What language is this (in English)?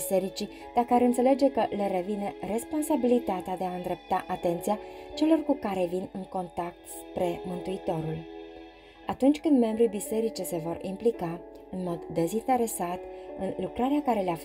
Romanian